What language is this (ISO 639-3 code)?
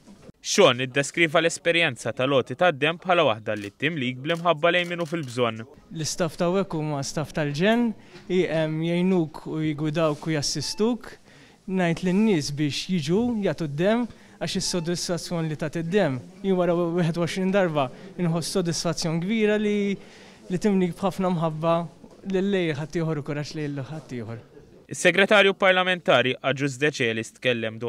mlt